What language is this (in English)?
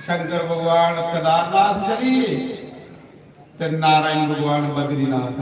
Dogri